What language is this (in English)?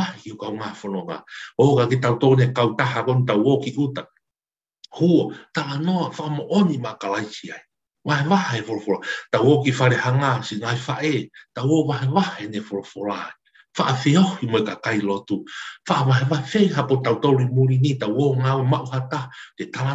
Tongan